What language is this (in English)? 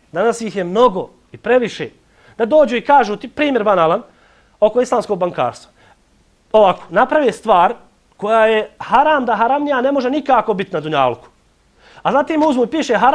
Bosnian